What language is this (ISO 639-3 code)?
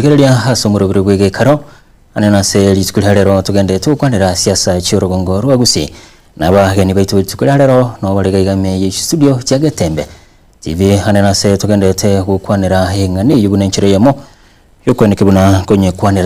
guz